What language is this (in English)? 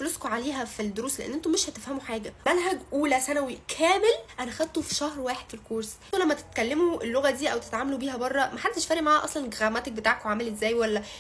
Egyptian Arabic